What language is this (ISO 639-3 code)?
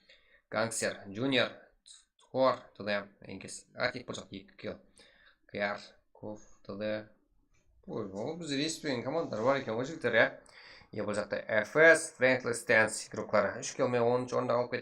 kaa